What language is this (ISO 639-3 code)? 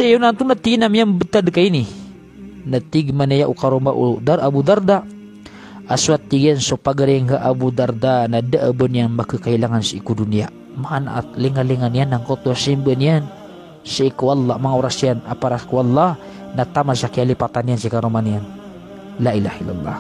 mrw